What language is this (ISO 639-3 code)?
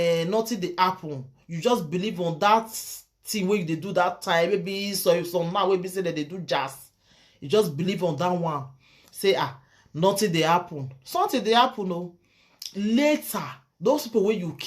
pcm